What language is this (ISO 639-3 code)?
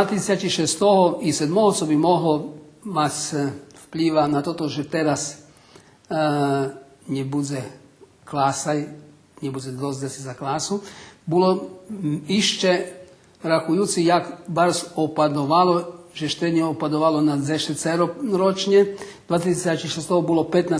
rue